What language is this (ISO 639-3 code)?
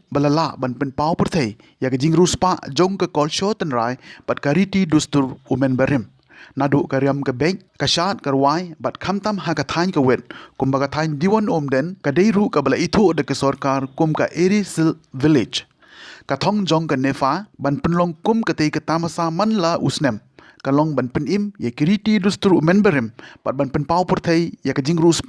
kha